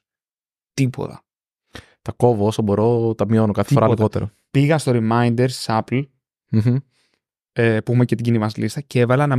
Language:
Greek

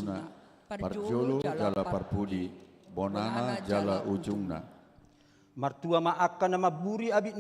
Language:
Batak Toba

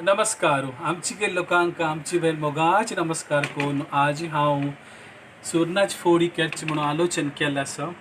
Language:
Konkani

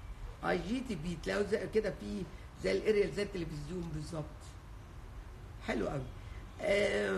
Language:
Egyptian Arabic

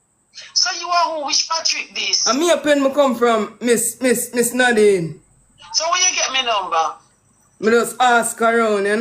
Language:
Jamaican Creole English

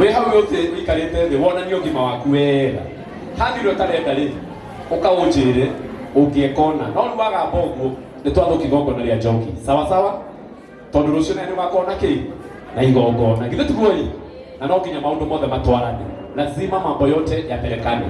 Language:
Kikuyu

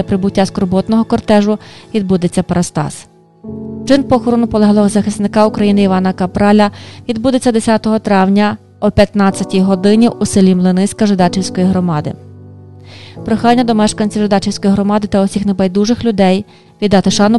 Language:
Ukrainian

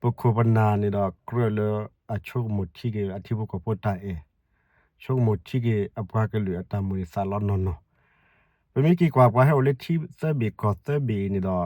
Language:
S'gaw Karen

